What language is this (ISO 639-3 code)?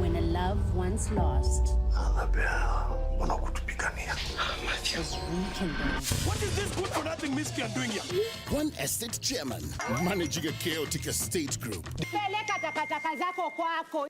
mer